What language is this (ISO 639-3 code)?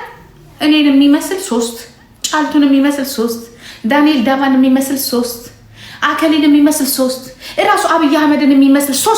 amh